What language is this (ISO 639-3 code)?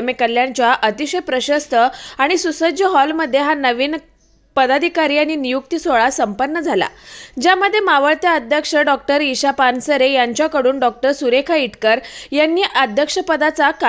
mar